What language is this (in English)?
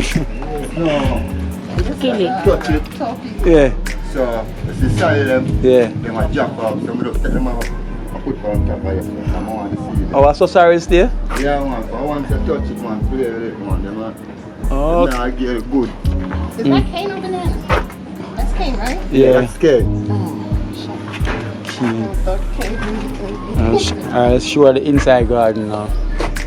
Jamaican Creole English